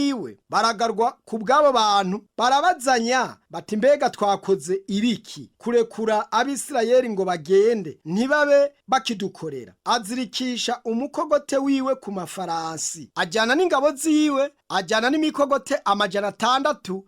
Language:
Rundi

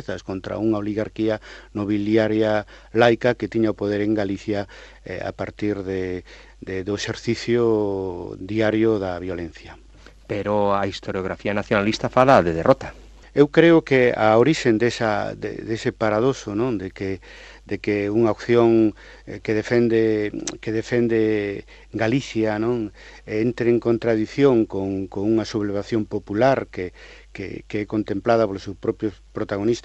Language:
Galician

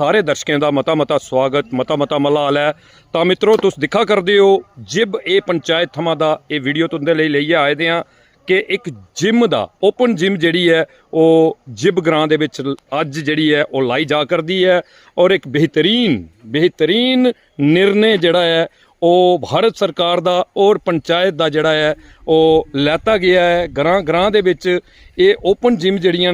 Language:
Dogri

